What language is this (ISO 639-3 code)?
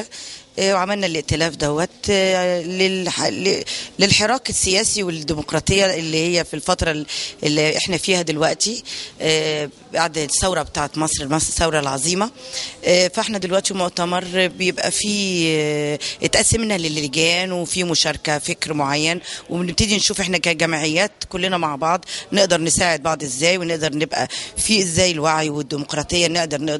arz